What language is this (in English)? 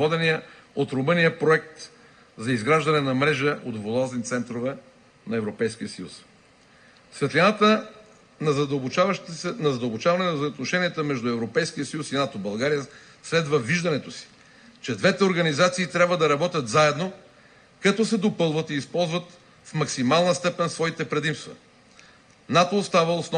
Bulgarian